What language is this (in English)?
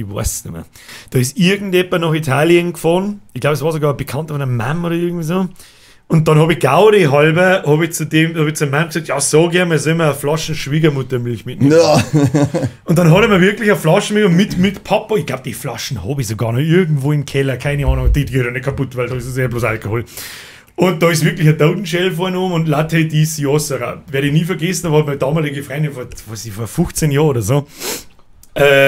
Bavarian